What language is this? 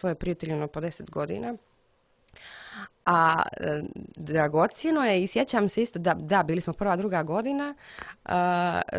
Croatian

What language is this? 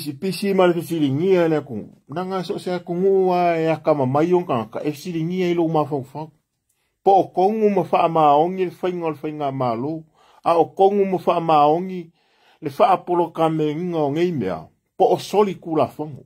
Samoan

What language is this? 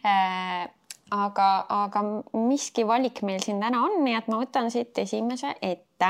Estonian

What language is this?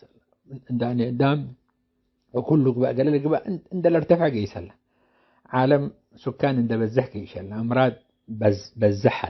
Tigre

